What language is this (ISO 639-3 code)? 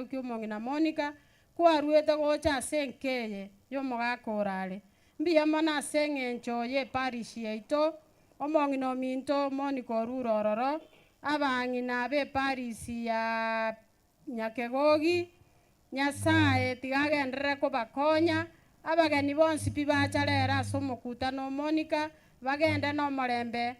guz